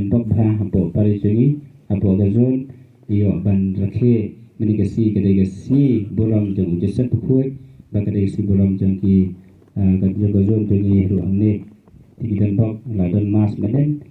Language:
Khasi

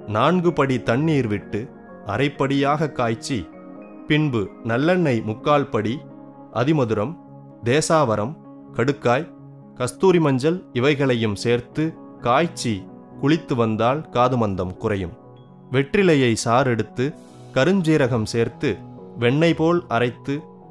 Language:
Tamil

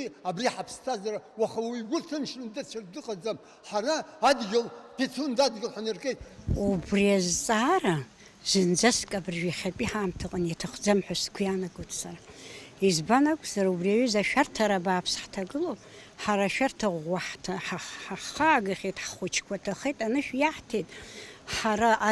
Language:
Abkhazian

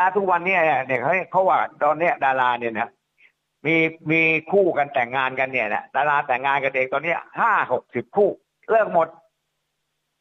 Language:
Thai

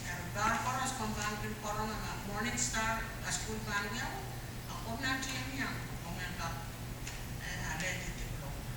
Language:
Pohnpeian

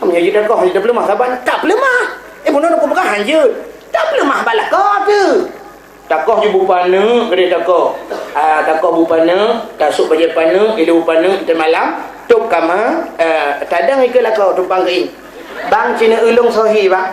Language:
Achinese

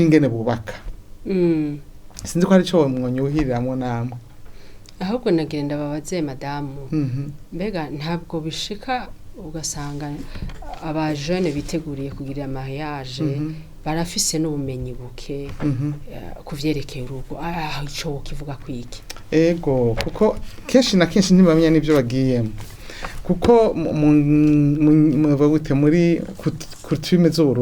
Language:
Rundi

